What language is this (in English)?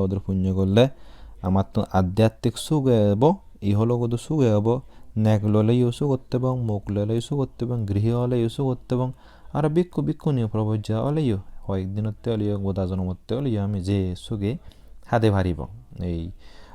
Chakma